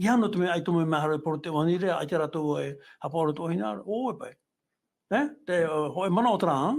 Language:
Tahitian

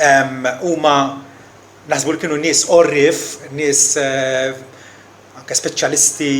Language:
Maltese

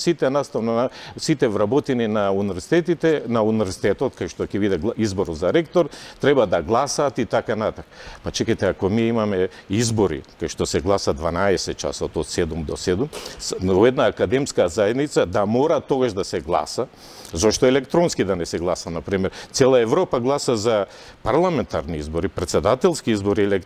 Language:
Macedonian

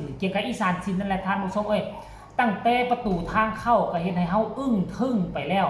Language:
Northeastern Thai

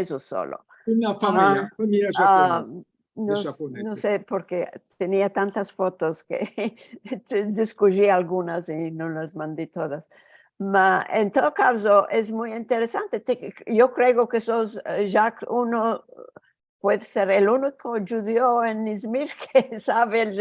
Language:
Ladino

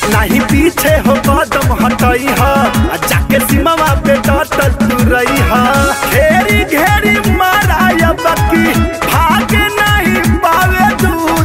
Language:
Bhojpuri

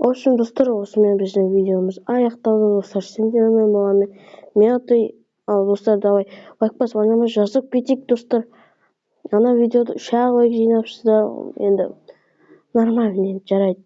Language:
Kazakh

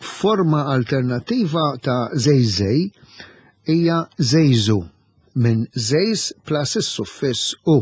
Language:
Maltese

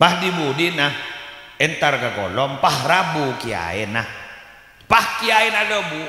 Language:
Madurese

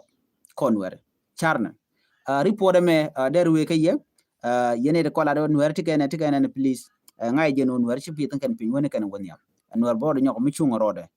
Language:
Nuer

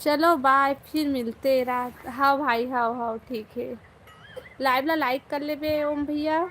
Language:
Chhattisgarhi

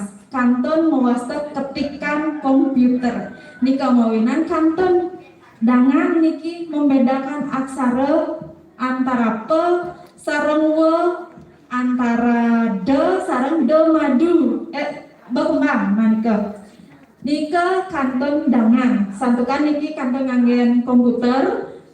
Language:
Balinese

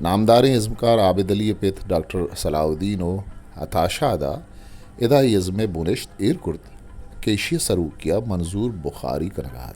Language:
Eastern Balochi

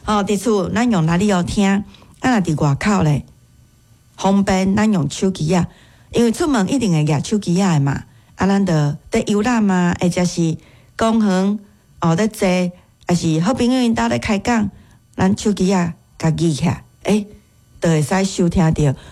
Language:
Min Nan Chinese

